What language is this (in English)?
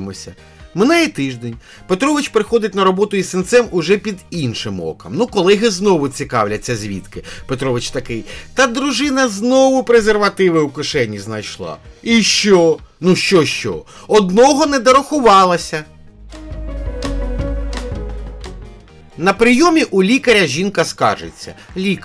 Ukrainian